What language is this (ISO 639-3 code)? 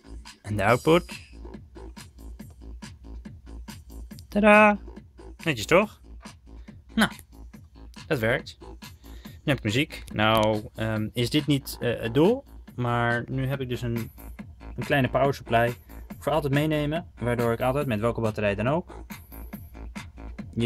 nld